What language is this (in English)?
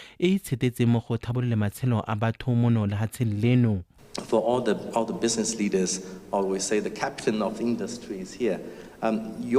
Tswana